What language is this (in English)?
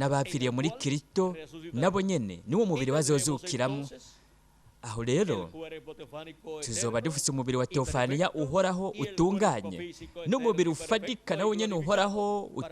Rundi